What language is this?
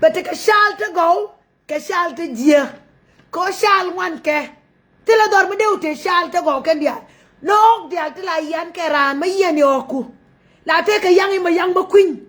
Nuer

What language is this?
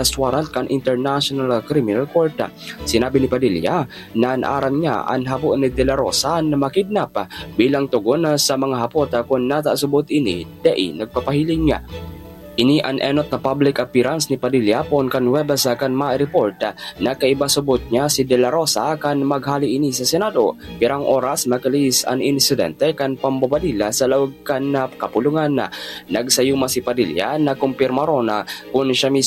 Bikol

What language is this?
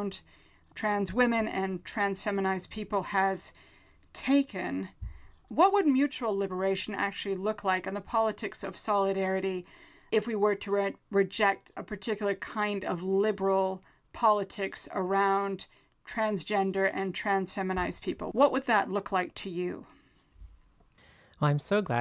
English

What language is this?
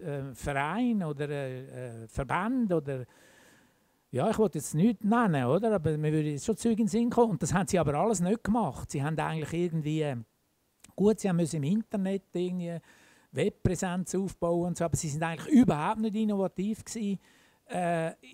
German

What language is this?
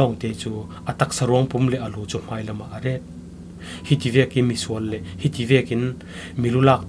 Falam Chin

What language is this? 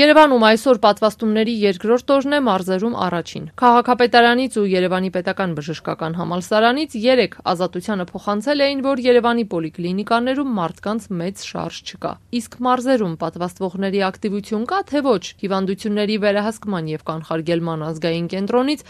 Armenian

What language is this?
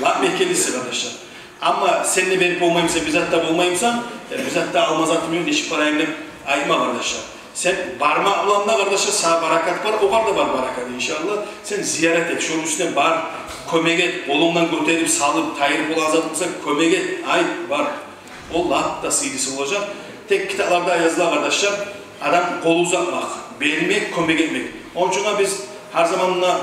Kumyk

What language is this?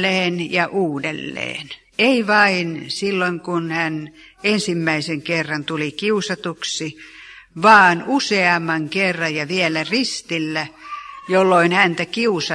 Finnish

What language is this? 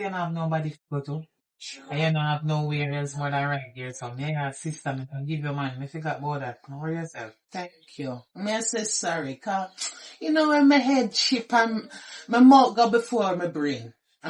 Jamaican Creole English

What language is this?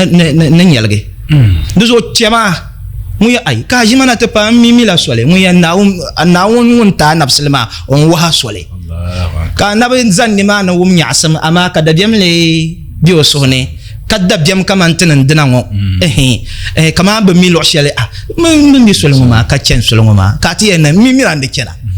Dagbani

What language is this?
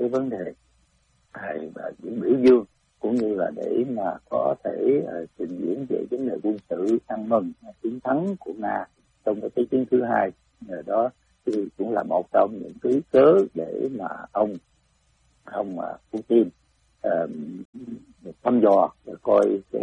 Vietnamese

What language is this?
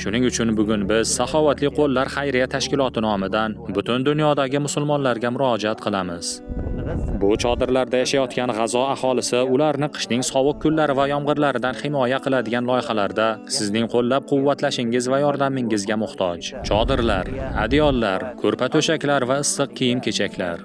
Uzbek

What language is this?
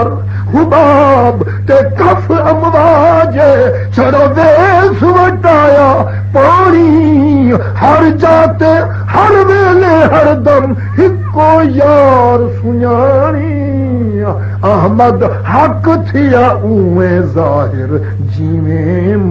Saraiki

